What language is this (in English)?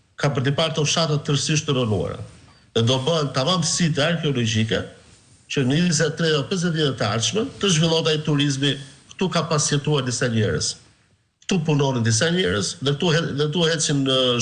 Albanian